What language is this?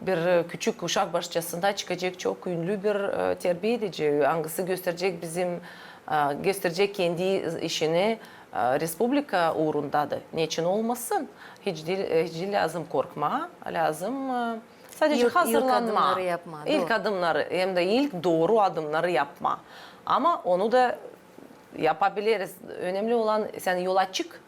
Gagauz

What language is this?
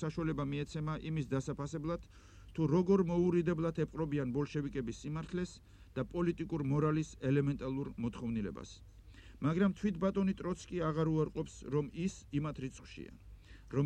Georgian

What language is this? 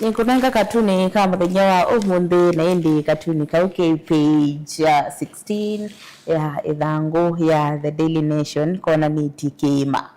Kamba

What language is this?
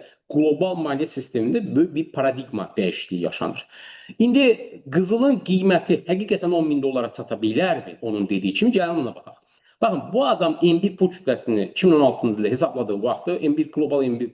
Azerbaijani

